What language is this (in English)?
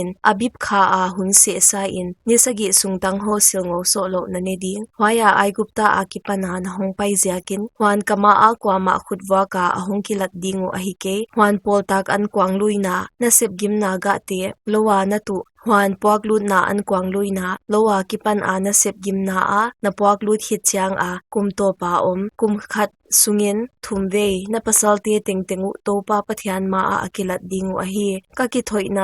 Paite Chin